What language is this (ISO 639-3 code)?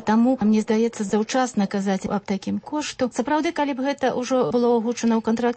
bel